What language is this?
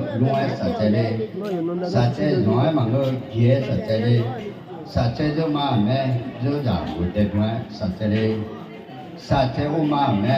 Akha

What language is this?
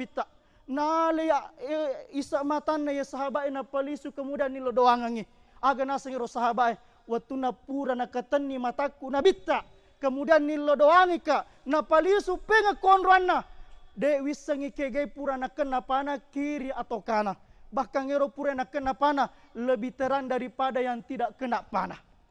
Buginese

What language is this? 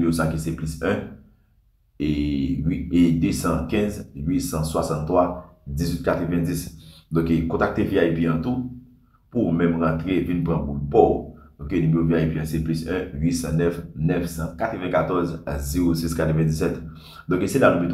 Haitian Creole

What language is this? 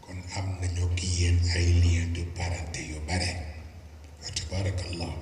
Wolof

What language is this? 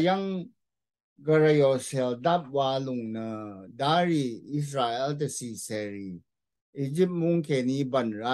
Rawang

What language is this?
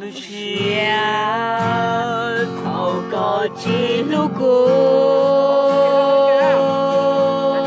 Hmong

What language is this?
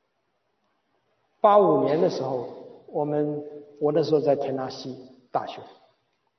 Chinese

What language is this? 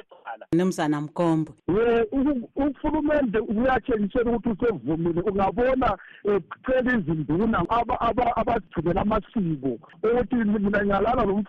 North Ndebele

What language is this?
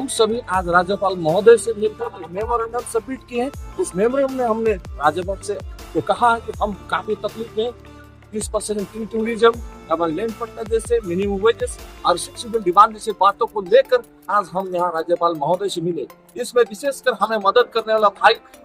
Sadri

